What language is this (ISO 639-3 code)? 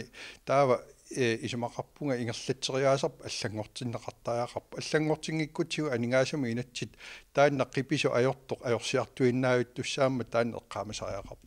kal